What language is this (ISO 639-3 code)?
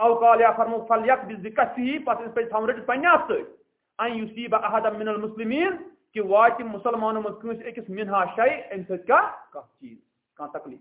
kas